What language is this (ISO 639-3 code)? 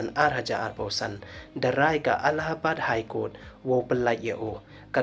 pbv